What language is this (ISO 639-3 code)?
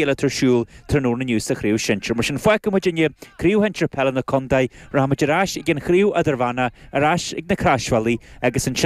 gle